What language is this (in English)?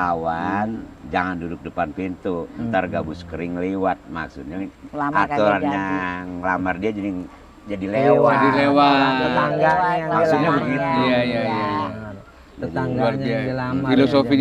Indonesian